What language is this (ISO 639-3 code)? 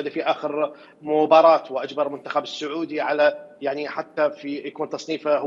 acm